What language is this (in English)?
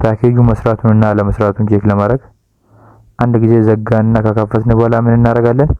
Amharic